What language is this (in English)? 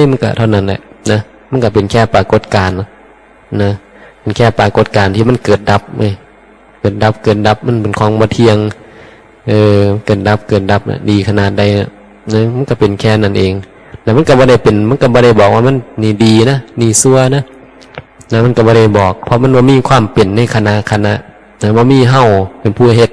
Northeastern Thai